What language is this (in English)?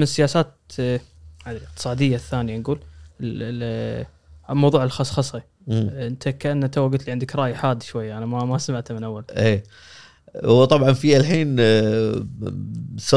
Gulf Arabic